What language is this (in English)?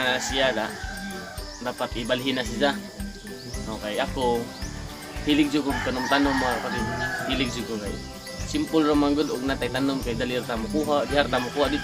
Cebuano